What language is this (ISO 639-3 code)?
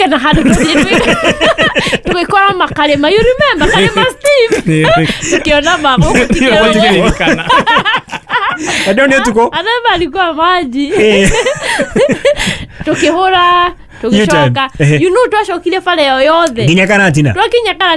kik